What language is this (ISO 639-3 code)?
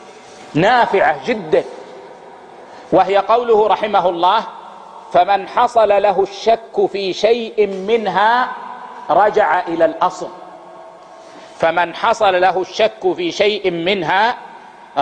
ara